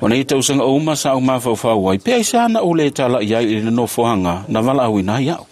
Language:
Samoan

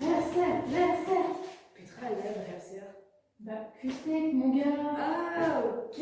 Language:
Breton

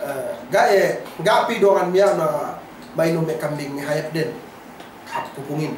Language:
Yakan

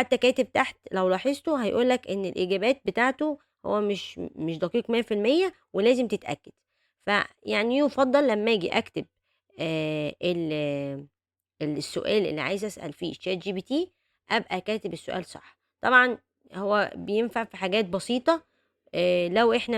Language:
Egyptian Arabic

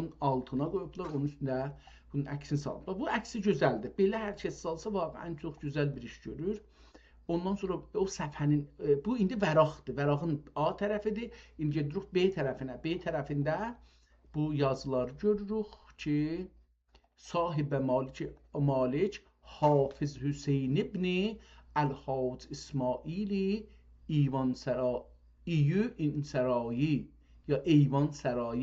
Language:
South Azerbaijani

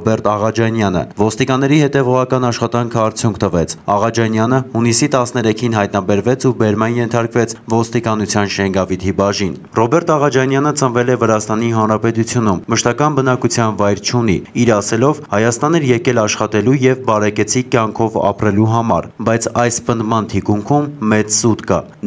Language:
Armenian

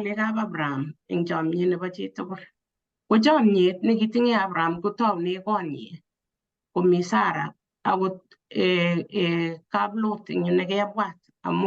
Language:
Kalenjin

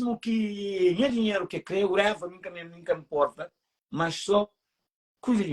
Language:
Kabuverdianu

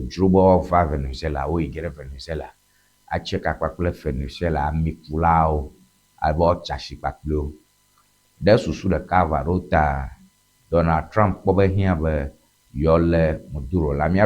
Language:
Ewe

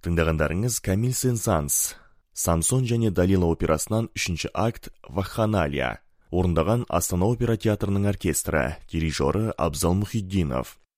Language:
Kazakh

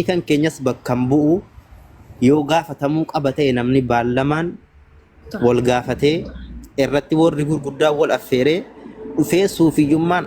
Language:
Oromo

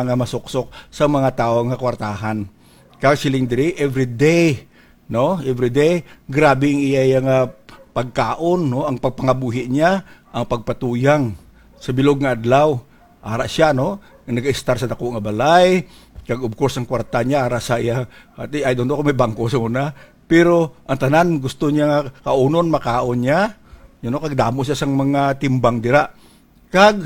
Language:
Hiligaynon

